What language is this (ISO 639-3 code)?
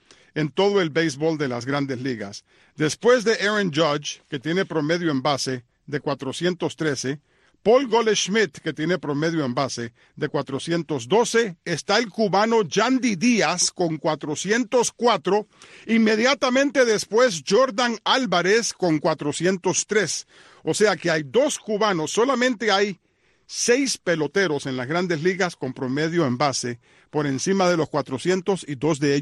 spa